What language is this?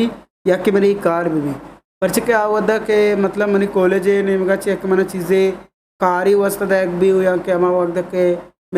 Eastern Balochi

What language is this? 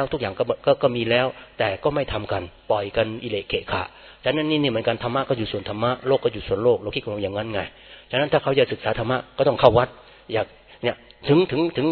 Thai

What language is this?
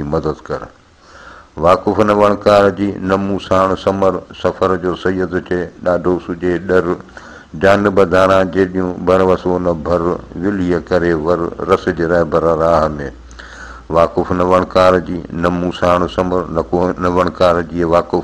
Sindhi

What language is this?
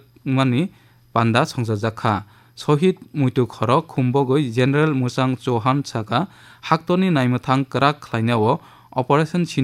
Kok Borok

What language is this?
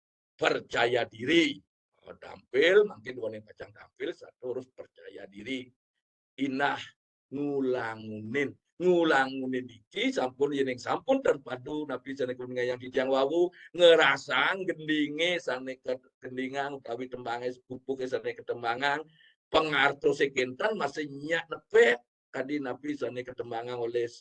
Balinese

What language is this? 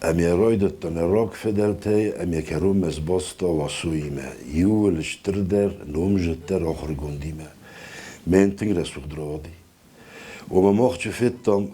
Ossetic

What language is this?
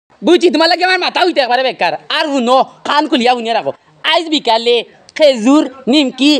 Sylheti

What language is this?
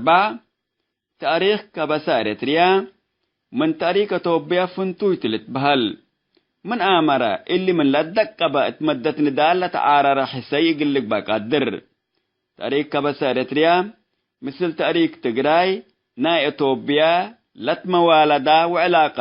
Tigre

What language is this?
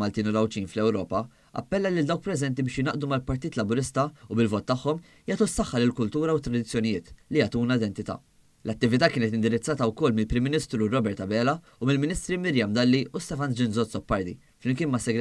Maltese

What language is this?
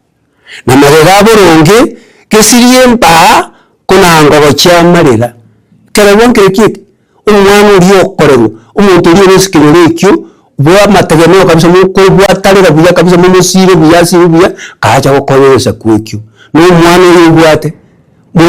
Gusii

